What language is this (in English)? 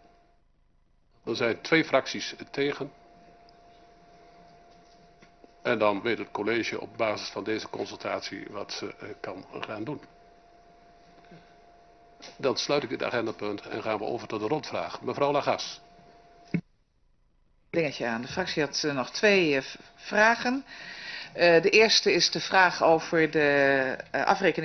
Dutch